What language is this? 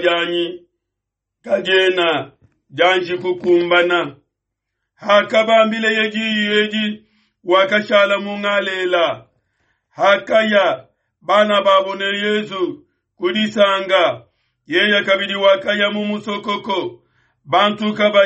Luba-Lulua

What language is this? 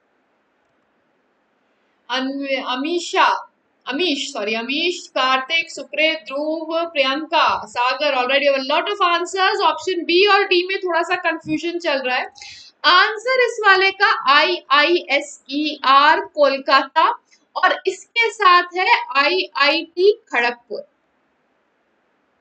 Hindi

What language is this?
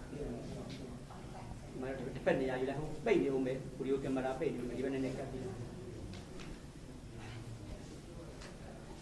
Burmese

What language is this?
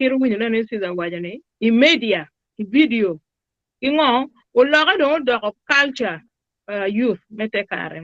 Acoli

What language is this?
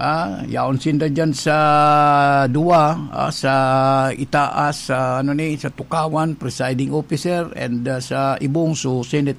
Bikol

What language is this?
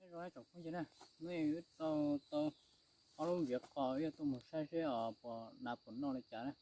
Hmong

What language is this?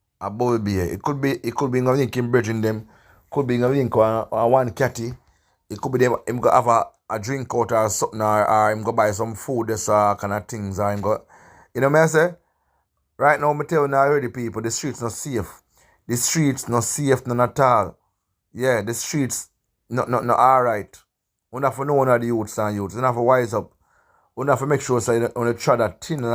Jamaican Creole English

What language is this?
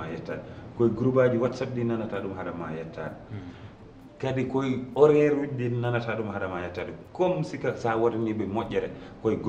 Fula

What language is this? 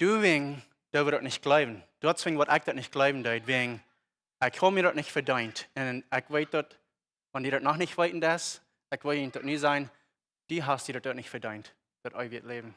Plautdietsch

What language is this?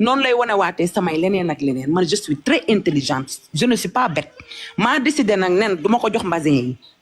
Wolof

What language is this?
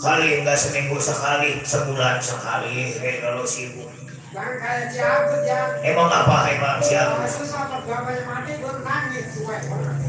Betawi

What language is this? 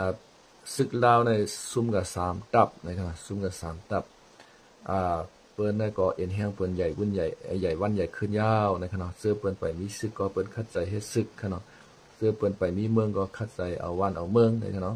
Shan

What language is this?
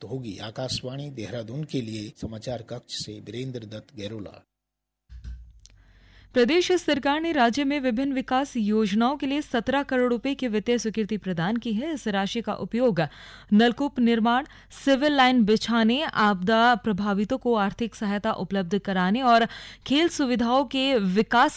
Hindi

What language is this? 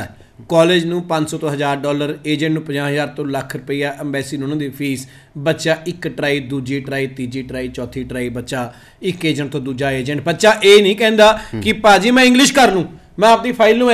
Punjabi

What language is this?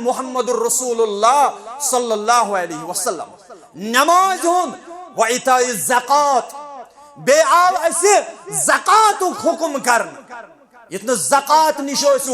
Kashmiri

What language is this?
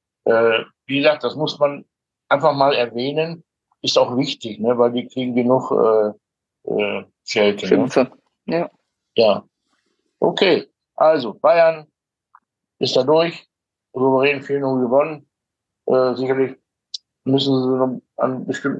German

